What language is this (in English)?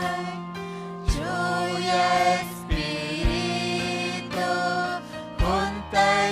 Ayacucho Quechua